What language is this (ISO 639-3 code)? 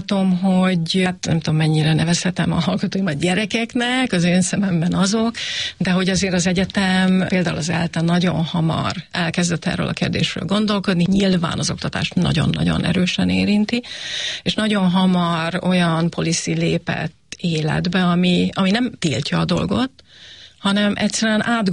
hun